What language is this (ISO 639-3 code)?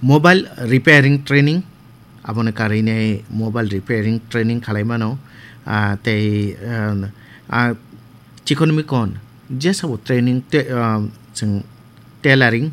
trp